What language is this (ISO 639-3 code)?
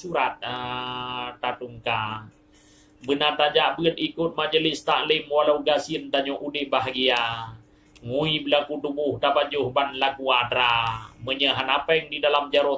ace